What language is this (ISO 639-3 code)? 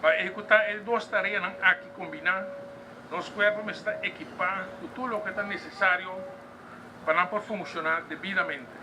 pap